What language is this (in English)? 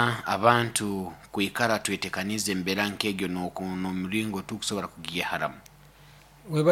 Nyoro